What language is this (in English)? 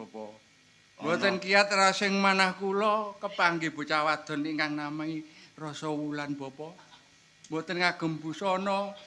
Javanese